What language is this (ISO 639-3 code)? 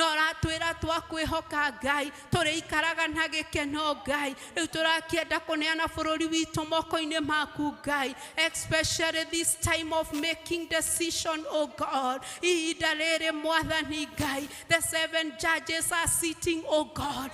kik